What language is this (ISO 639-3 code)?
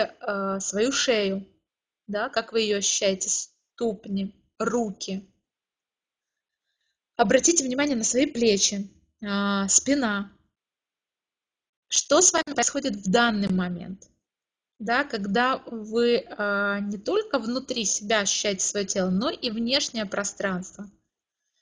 rus